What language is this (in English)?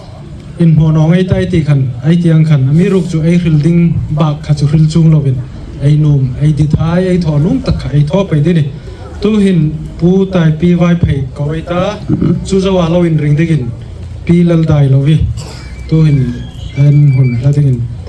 Hmar